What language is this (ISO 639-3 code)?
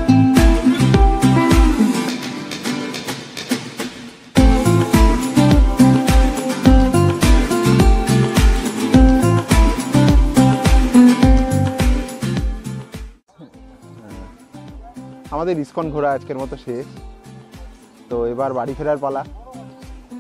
ben